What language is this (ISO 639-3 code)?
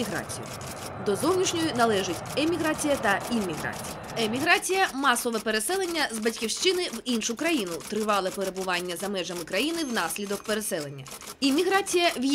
ukr